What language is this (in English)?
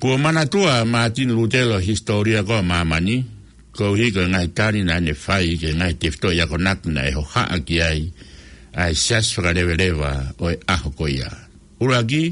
Tongan